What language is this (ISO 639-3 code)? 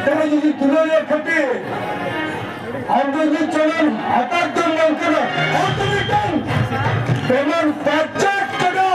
sat